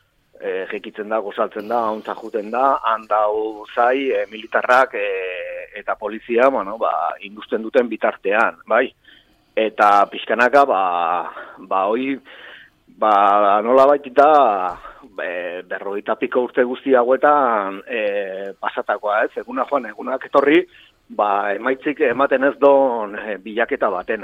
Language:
Basque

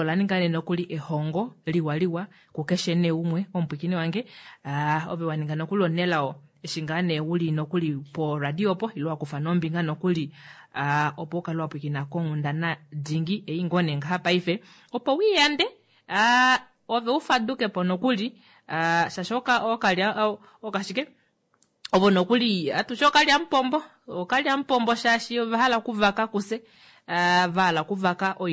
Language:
Kuanyama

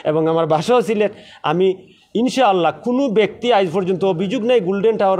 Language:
Sylheti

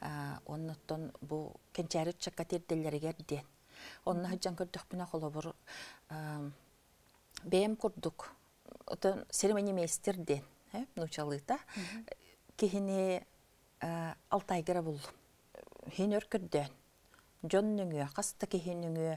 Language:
Yakut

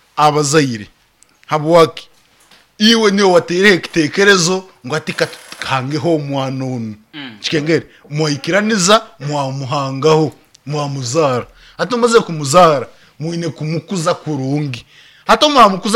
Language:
Nyankole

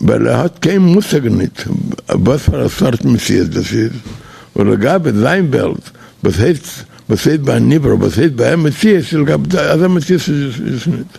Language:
Yiddish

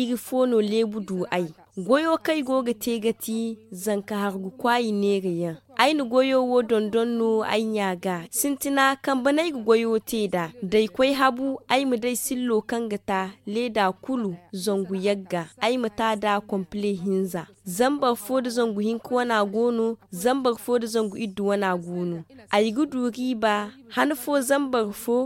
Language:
Zarma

